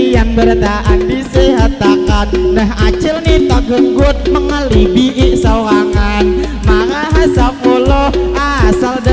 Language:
Banjar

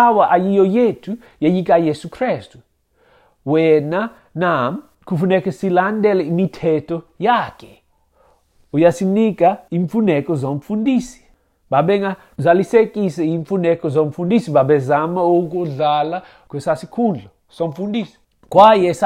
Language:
Xhosa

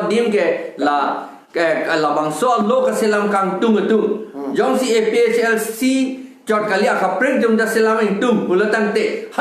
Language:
Karbi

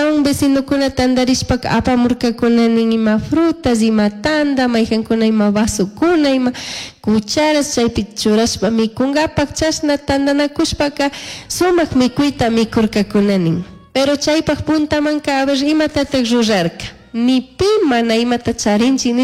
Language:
Chimborazo Highland Quichua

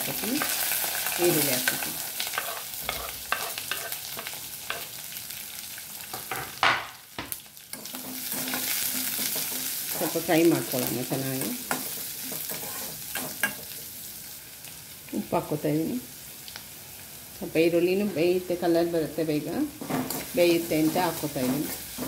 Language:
Kannada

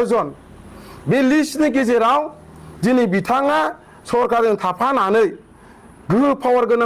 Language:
Bodo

